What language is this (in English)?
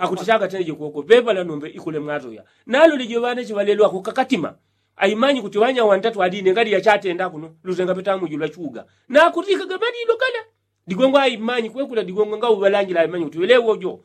Yao